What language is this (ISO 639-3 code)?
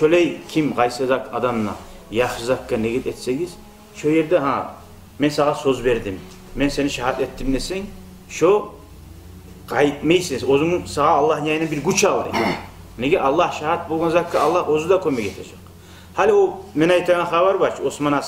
kum